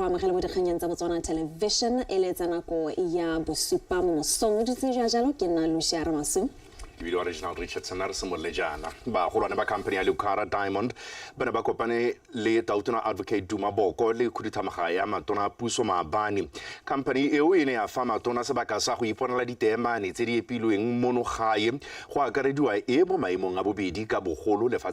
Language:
Tswana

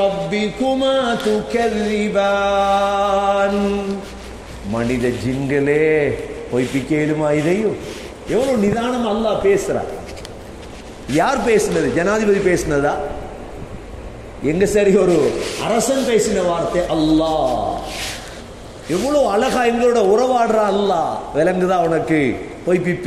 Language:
Tamil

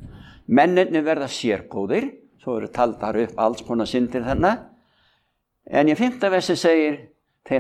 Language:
Icelandic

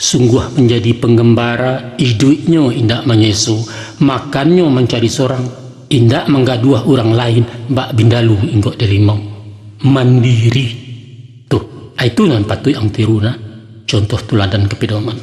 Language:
Minangkabau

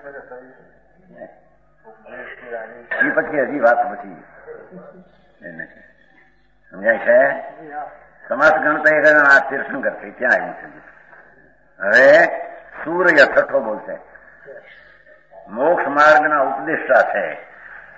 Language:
Gujarati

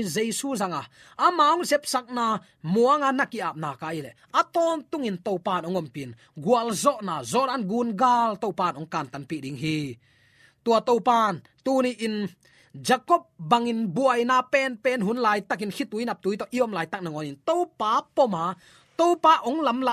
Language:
Tedim Chin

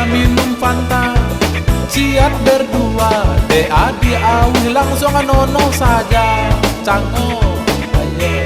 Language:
Minangkabau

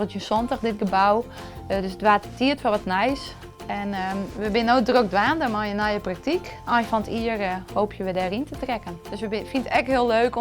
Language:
Western Frisian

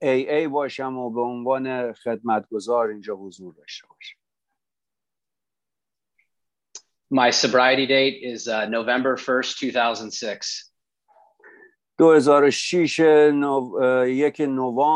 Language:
Persian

